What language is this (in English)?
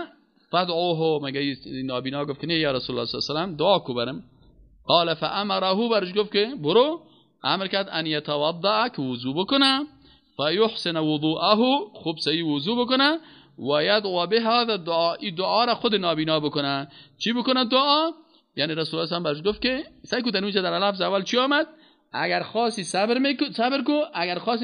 Persian